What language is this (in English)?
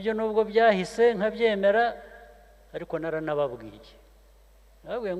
Kinyarwanda